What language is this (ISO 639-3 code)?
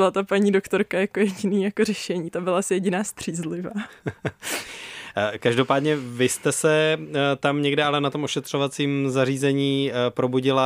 ces